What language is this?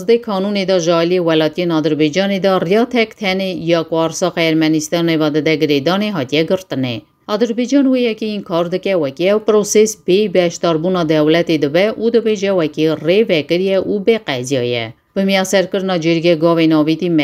Kurdish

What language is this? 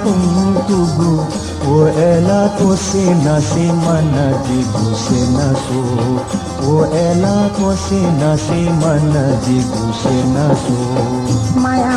Newari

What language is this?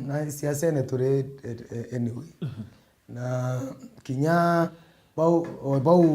Meru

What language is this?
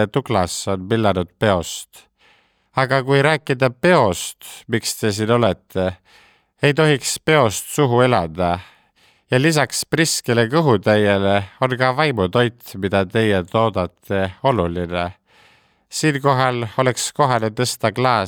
Estonian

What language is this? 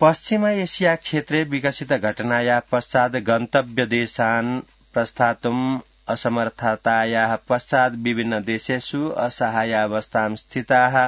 Sanskrit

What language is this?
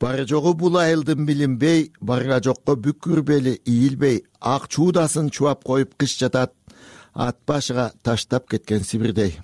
Kyrgyz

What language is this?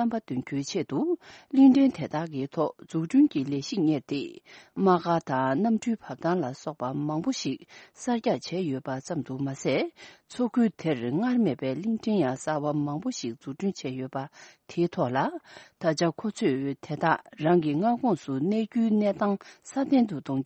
Tibetan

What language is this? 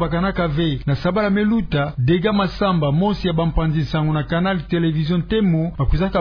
Kituba (Democratic Republic of Congo)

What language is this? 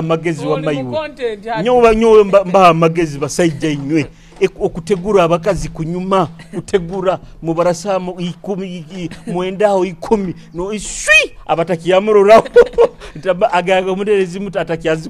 Nyoro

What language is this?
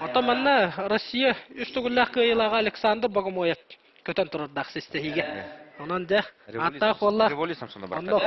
Yakut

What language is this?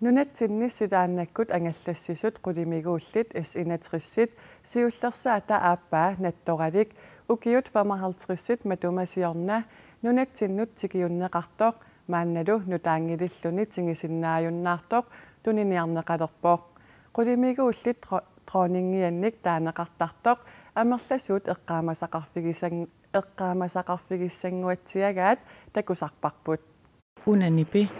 Kalaallisut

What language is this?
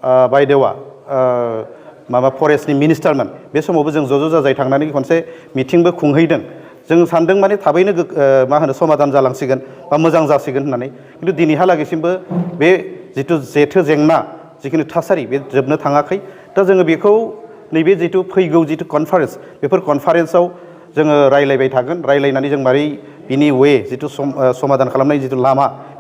Bodo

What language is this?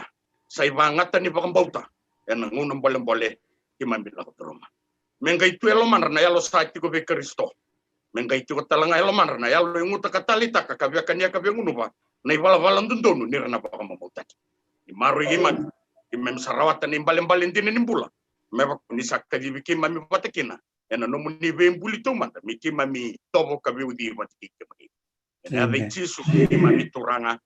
Fijian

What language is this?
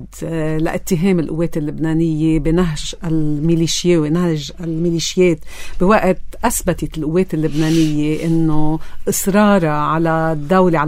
North Levantine Arabic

